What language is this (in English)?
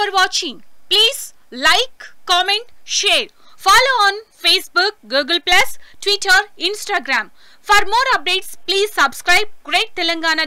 Telugu